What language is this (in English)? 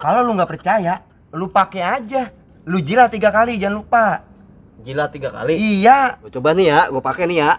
Betawi